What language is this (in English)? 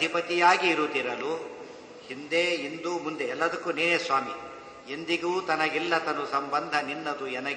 Kannada